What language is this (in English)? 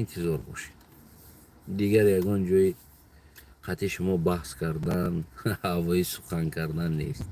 Tajik